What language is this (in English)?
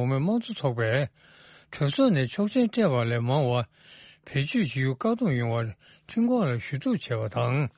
Tibetan